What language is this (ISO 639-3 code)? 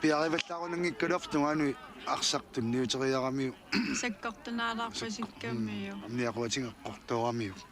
kal